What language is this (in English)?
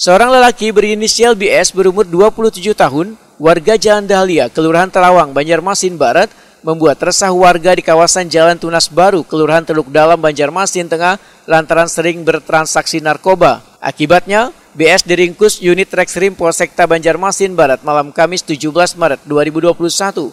Banjar